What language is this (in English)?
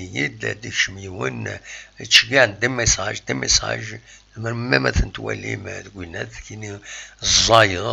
Kabyle